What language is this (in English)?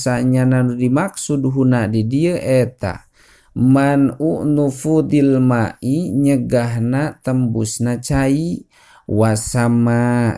Sundanese